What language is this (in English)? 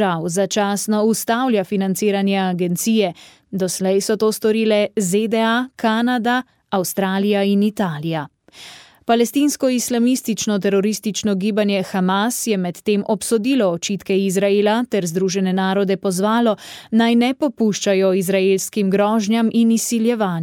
Slovenian